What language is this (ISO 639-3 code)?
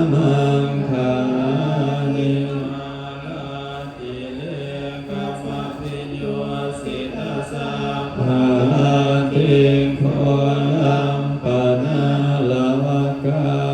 pli